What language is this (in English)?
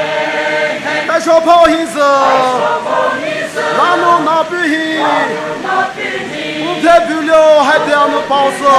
Poumei Naga